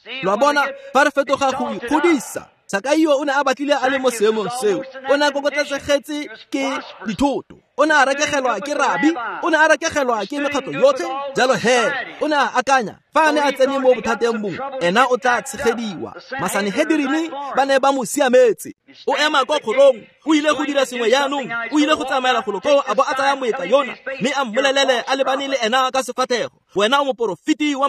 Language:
Tswana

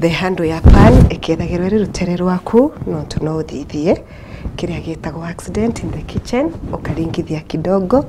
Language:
Meru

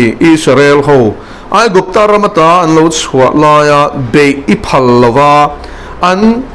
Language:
Mizo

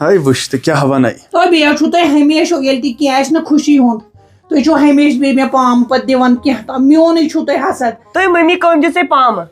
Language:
Kashmiri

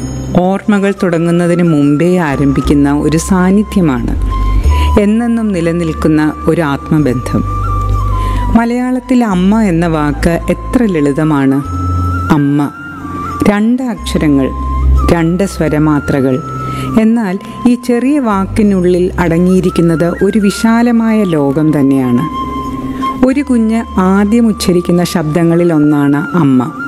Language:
Malayalam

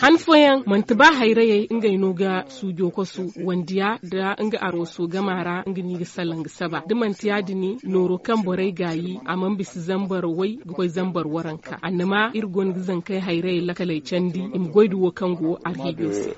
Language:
Zarma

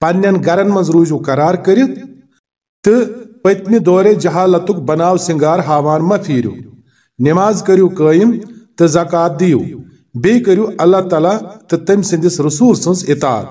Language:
Kashmiri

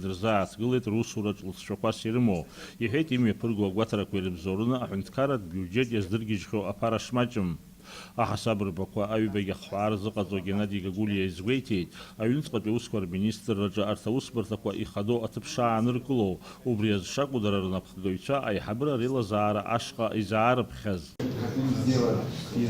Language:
Abkhazian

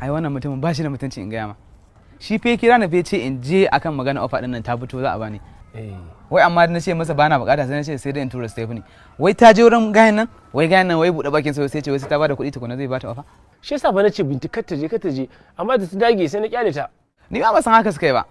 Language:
Hausa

